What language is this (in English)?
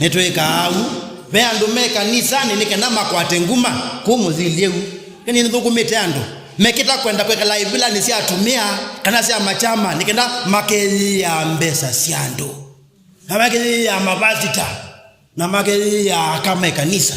Kamba